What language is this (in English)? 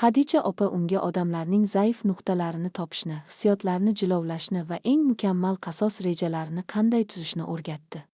Uzbek